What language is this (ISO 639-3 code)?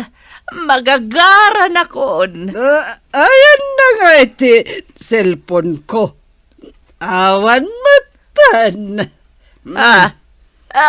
ilo